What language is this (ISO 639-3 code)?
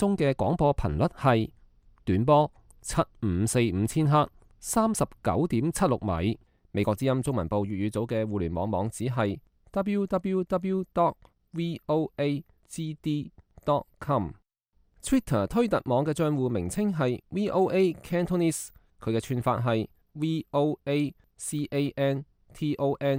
yue